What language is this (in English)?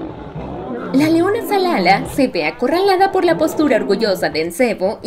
Spanish